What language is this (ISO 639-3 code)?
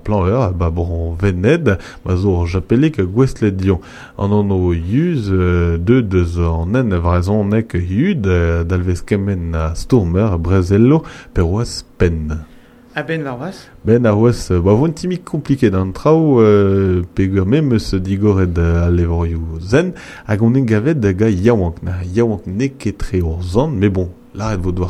bre